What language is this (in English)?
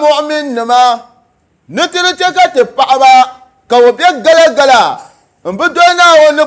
Dagbani